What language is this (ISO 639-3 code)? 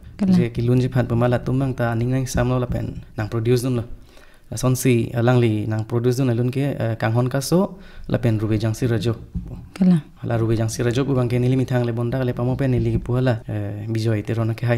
mjw